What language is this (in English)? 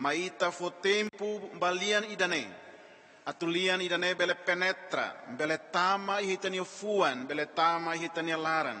Tetum